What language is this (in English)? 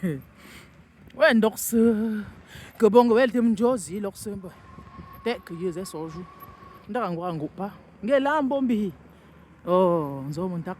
Yemba